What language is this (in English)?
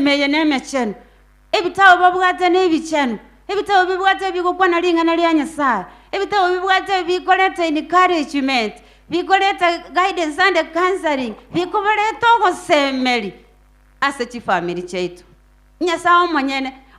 Gusii